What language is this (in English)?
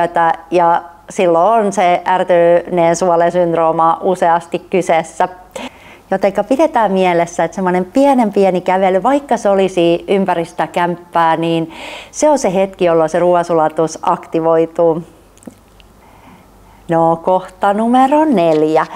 Finnish